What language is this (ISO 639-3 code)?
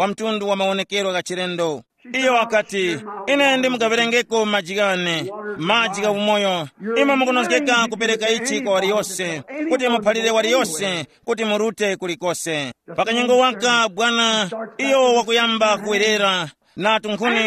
tum